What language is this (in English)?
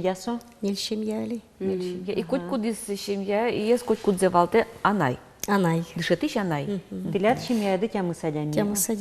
Udmurt